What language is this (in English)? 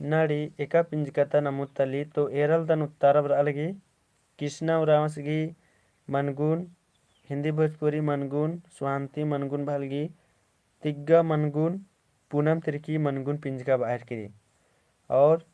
Kurukh